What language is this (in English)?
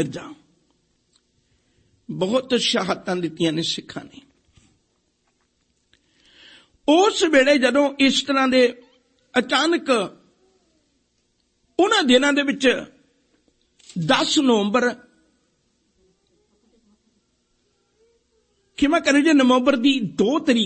Punjabi